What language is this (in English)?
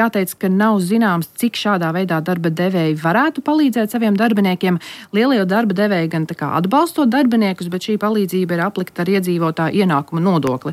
Latvian